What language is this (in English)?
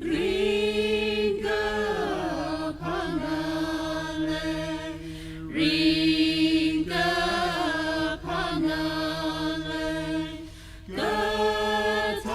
Tangkhul Naga (India)